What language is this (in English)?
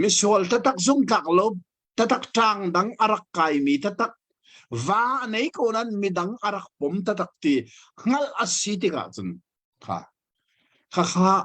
Hakha Chin